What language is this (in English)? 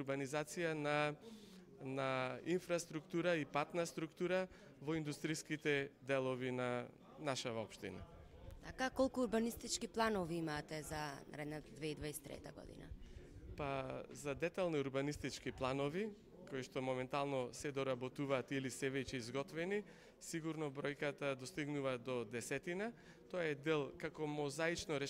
Macedonian